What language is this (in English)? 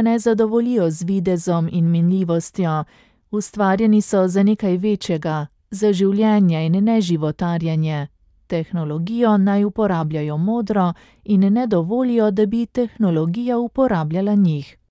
Slovenian